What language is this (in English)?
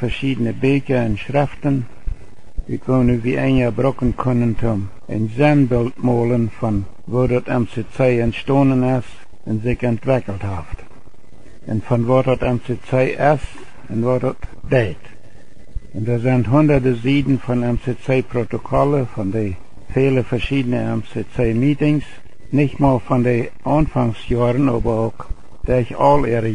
Plautdietsch